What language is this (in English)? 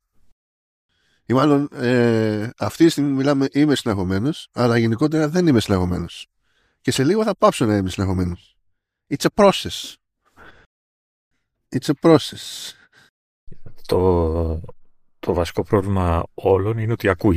Greek